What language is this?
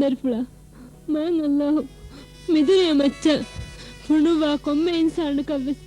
Divehi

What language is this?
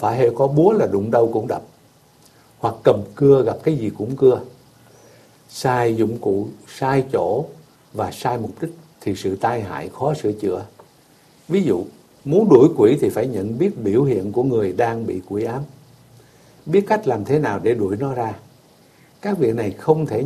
Vietnamese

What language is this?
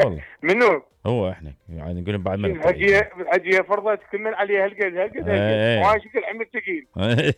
Mesopotamian Arabic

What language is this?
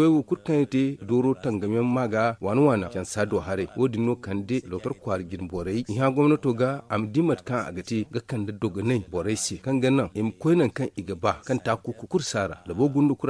Zarma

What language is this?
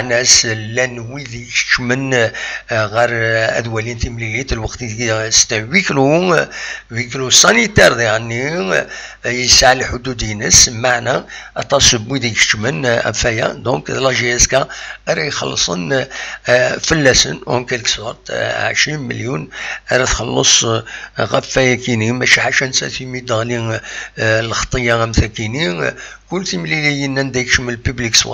Kabyle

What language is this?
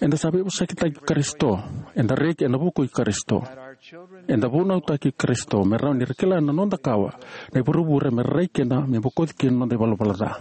Fijian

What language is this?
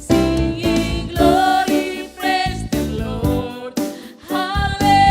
Batak Karo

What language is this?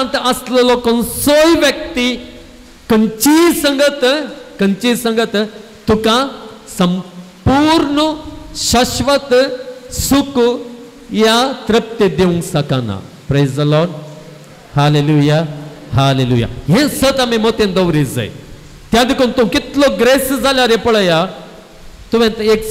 Konkani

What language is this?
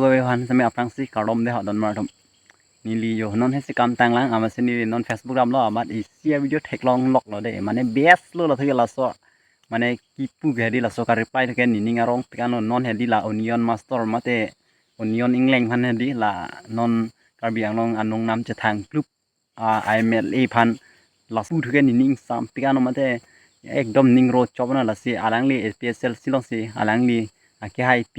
Karbi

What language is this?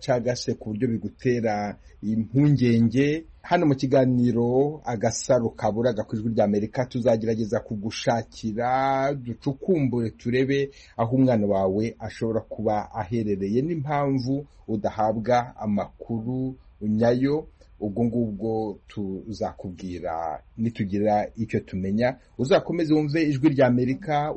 Kinyarwanda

